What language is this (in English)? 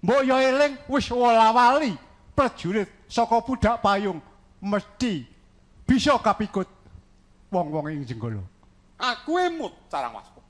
Javanese